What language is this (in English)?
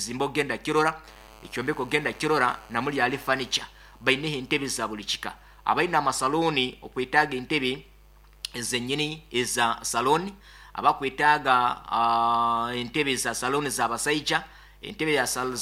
Nyoro